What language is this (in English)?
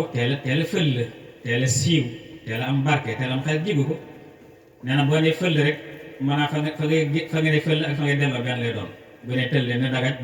Wolof